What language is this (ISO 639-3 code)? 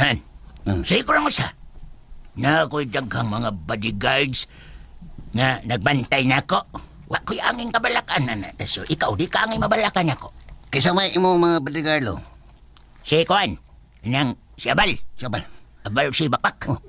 ceb